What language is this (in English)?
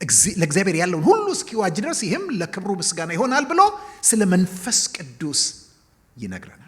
Amharic